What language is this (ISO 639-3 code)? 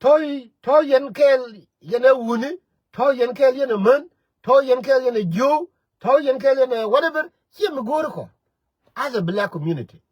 nus